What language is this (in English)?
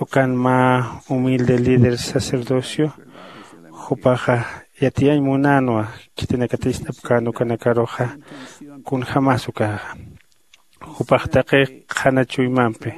Aymara